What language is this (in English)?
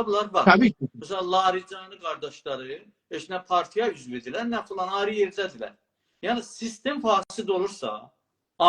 South Azerbaijani